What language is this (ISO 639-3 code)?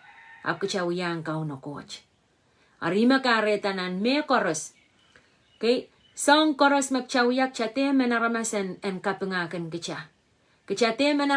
pon